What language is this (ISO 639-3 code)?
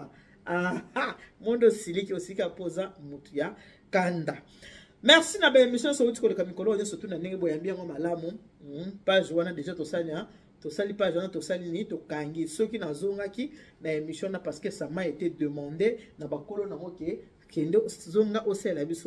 lin